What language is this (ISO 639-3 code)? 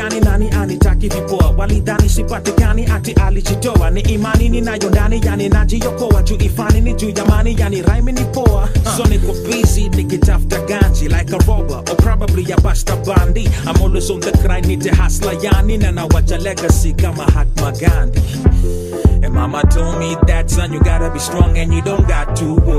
swa